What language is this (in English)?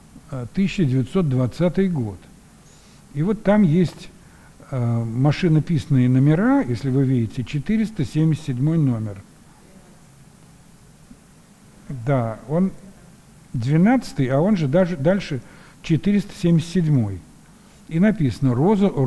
Russian